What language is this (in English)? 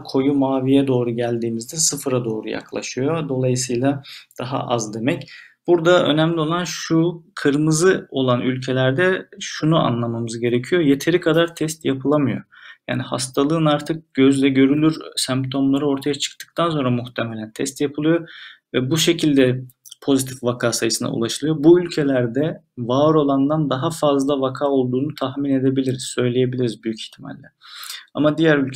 Turkish